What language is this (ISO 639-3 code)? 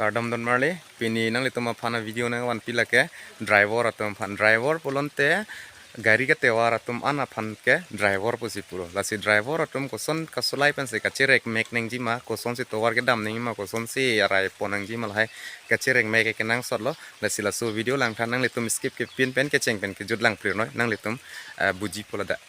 mjw